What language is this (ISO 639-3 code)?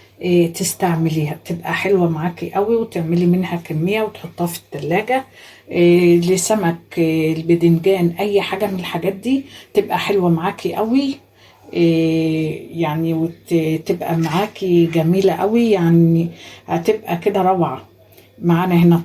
arz